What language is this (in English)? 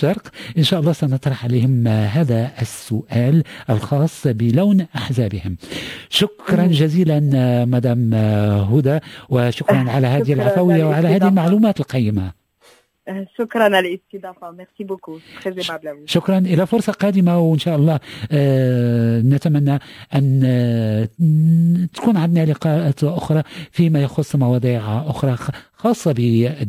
Moroccan Arabic